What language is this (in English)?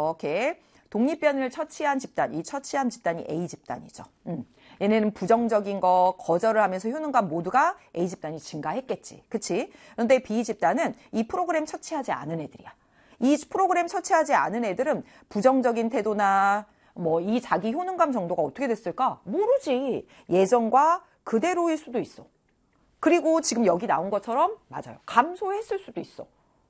Korean